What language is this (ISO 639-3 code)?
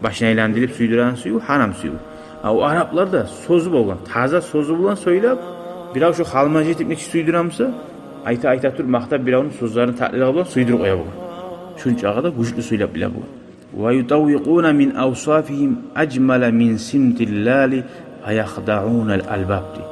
kum